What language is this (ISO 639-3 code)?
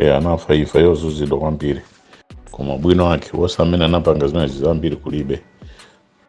nya